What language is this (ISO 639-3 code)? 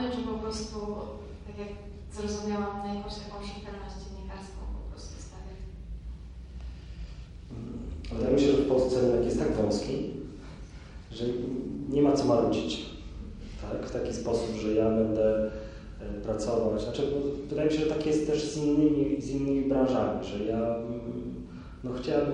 pol